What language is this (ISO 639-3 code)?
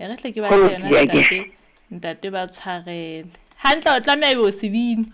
sot